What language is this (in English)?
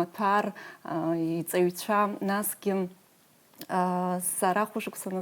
Abkhazian